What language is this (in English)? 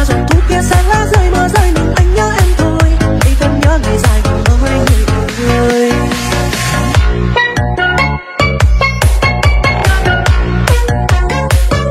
Vietnamese